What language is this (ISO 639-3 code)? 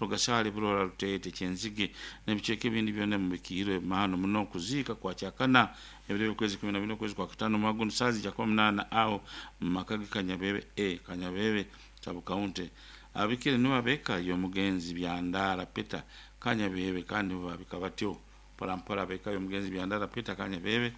nyo